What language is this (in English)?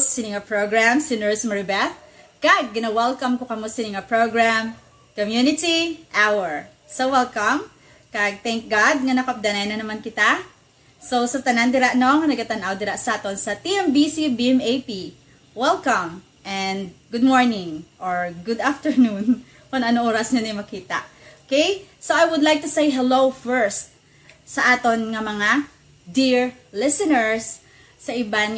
Hiligaynon